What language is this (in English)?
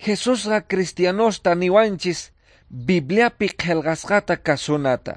Quechua